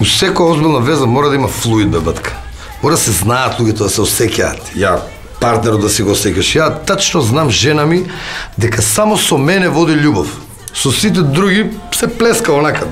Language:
Macedonian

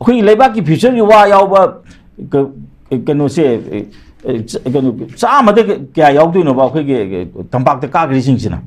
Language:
Manipuri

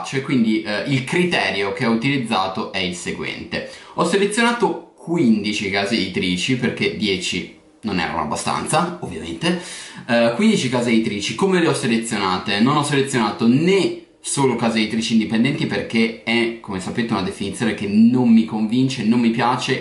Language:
Italian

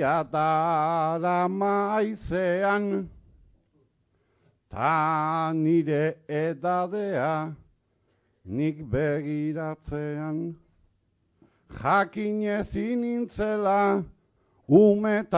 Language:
Basque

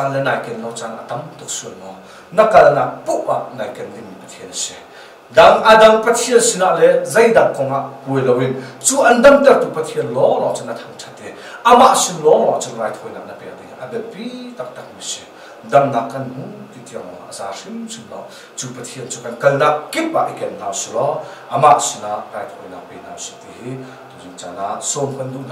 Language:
Hakha Chin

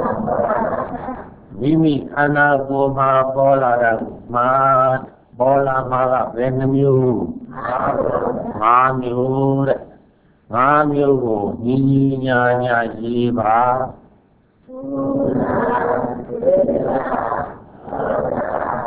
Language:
Burmese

